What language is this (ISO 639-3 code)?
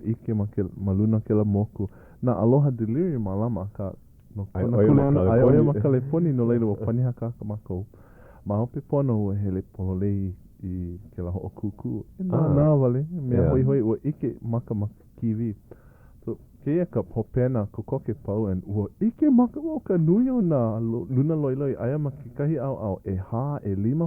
haw